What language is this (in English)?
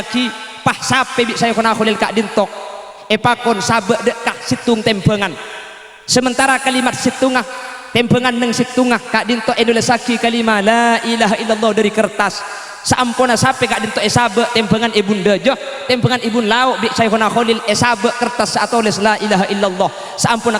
Madurese